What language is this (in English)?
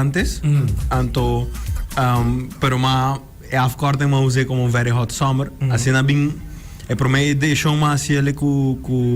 Papiamento